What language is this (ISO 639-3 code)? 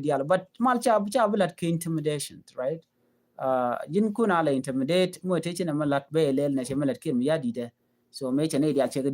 nus